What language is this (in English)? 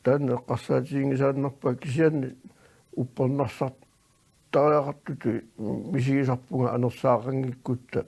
Kalaallisut